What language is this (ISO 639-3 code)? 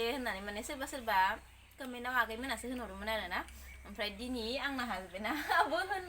brx